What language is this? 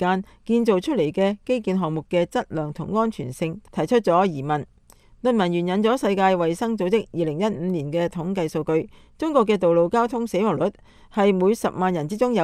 Cantonese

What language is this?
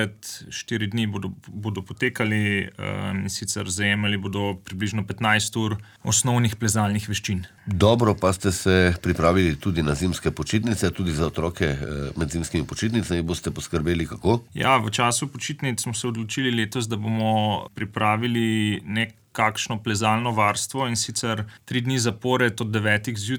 Slovenian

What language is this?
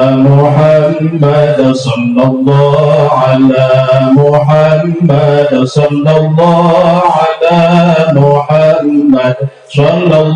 Sasak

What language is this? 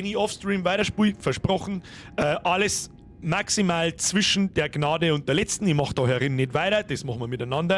Bavarian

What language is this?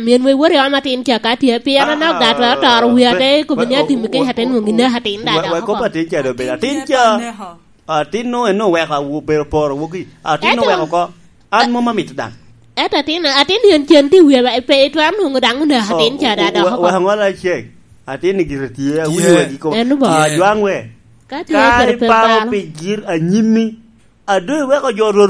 Lango (Uganda)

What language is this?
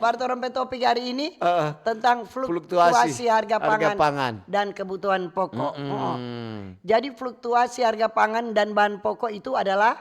Manado Malay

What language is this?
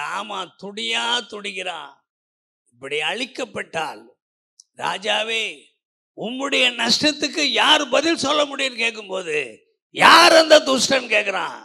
Tamil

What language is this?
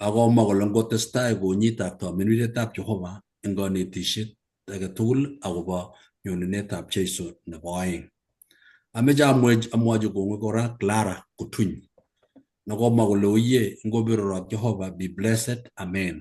Kalenjin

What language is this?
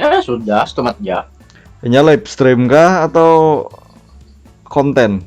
Banjar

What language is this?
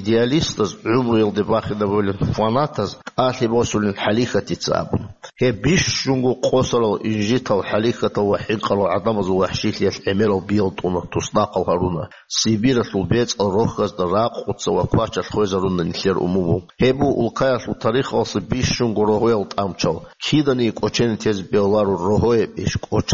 Avaric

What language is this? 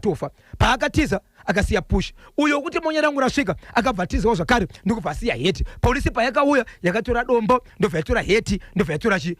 Shona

